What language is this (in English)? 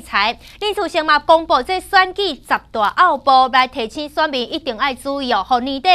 Min Nan Chinese